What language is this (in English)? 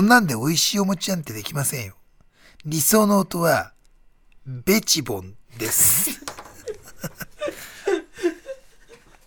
Japanese